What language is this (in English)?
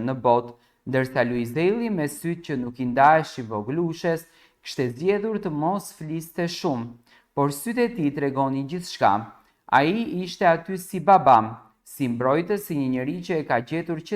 Albanian